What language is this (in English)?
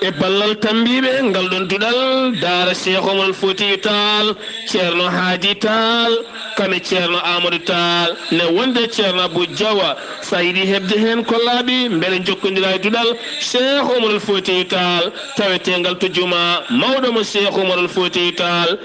Fula